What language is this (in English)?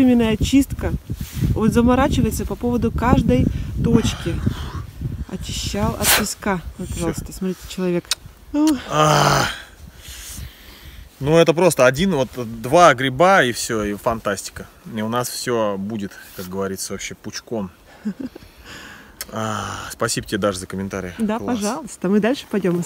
Russian